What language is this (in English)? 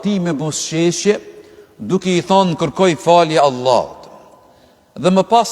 Albanian